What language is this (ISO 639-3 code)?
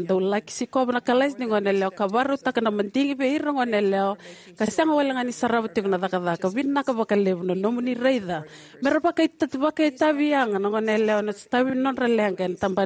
fij